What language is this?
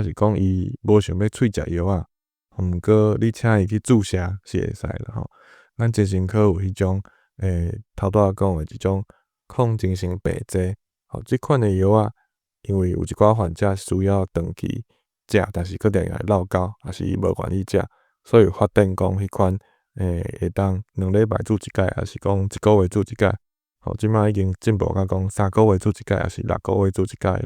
Min Nan Chinese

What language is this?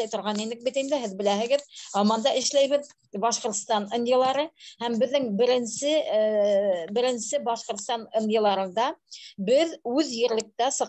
Bashkir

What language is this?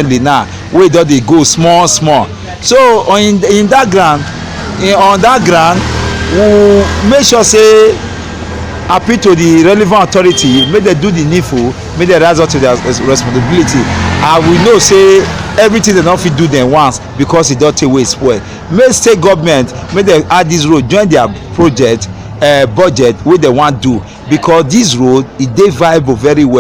Nigerian Pidgin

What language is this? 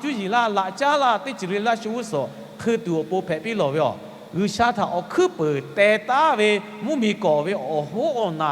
Lahu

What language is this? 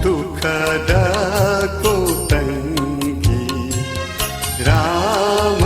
Newari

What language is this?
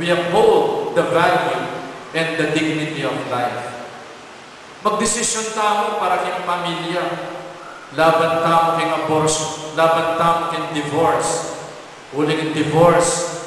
Pampanga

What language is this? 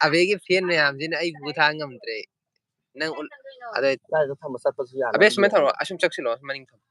Manipuri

